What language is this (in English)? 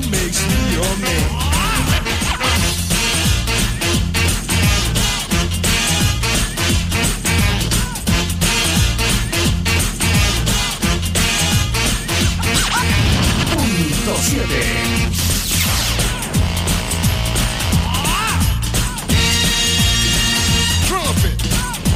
Spanish